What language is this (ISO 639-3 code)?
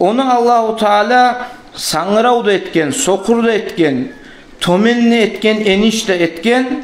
kum